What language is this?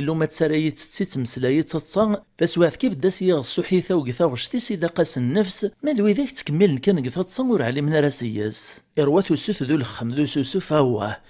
Kabyle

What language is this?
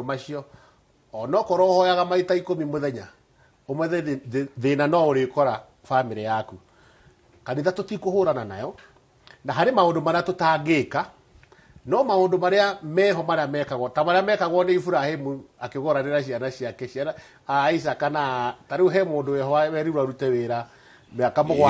Kikuyu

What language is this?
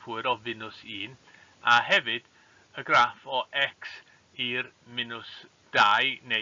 Welsh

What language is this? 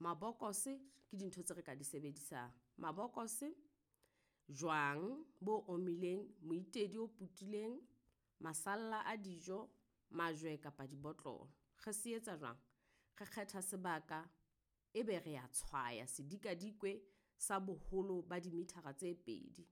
Southern Sotho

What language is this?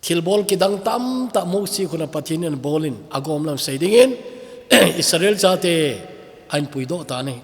Thado Chin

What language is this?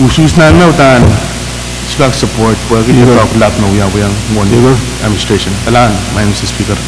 Pohnpeian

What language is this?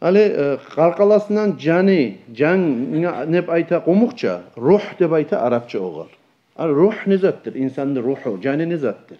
Kumyk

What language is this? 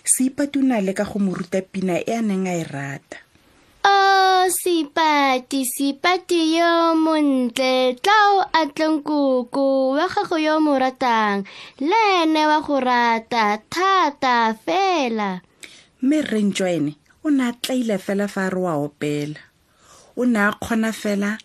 Tswana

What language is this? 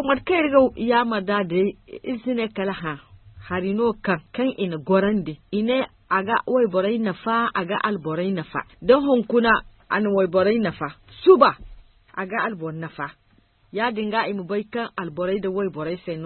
Zarma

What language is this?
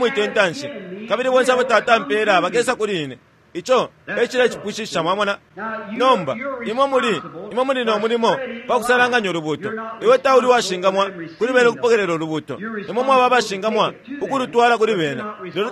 Bemba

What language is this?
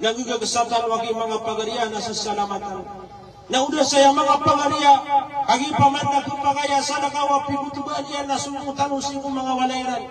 Maranao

